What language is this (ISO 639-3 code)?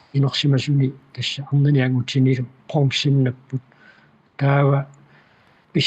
kal